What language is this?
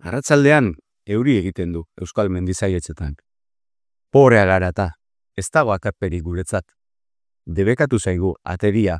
Basque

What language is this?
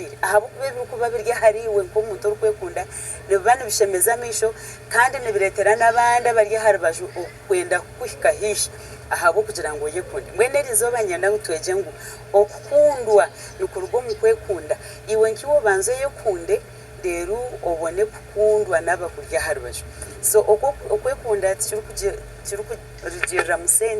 Nyankole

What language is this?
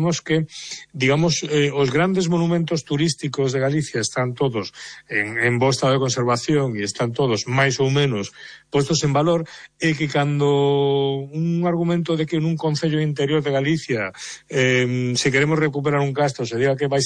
Galician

